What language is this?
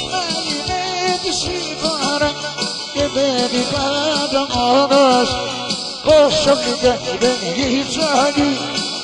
Greek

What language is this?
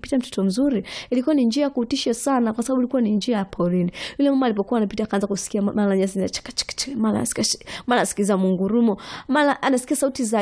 Swahili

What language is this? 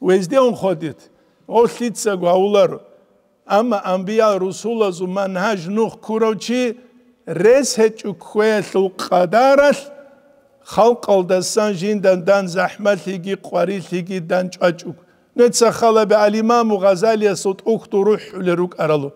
Avaric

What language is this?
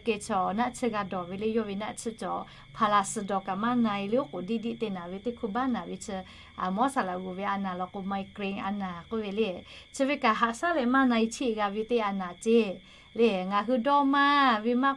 Lahu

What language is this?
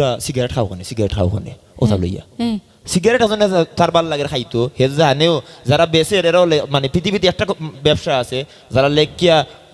Sylheti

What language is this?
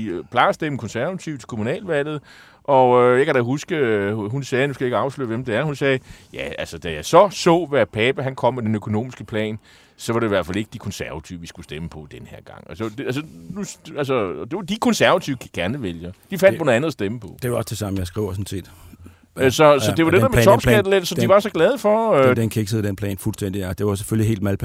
Danish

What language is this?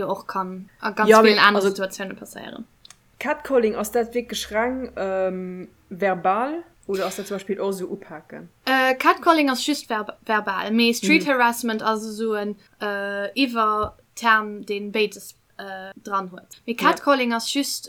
Luxembourgish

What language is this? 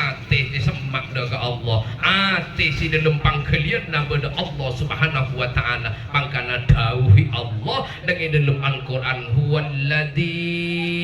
Madurese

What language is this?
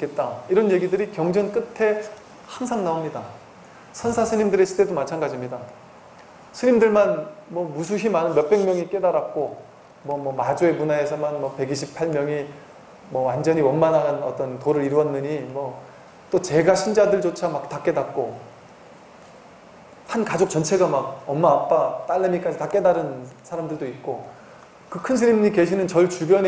Korean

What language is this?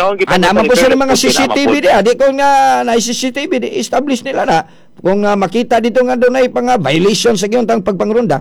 Cebuano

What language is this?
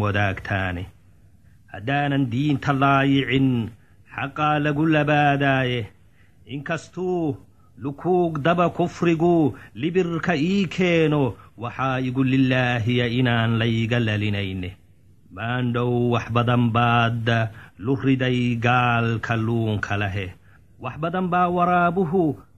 Somali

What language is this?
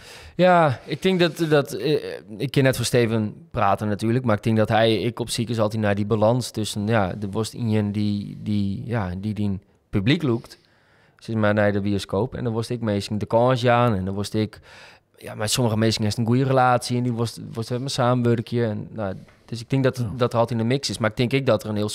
Western Frisian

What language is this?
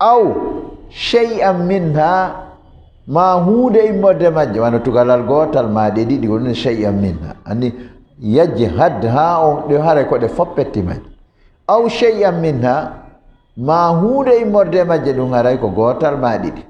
Fula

